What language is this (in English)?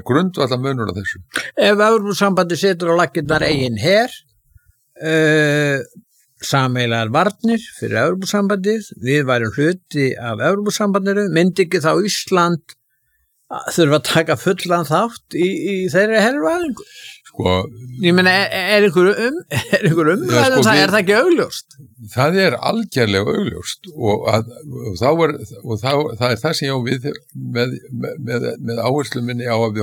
Icelandic